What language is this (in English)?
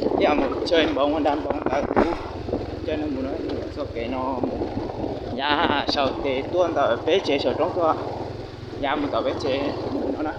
Hmong